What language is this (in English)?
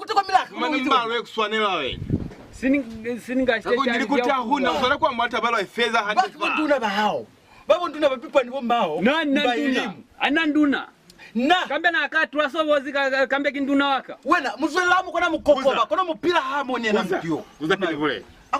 Lozi